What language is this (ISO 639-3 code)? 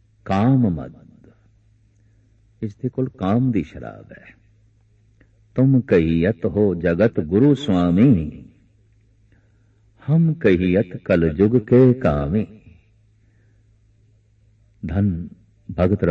pan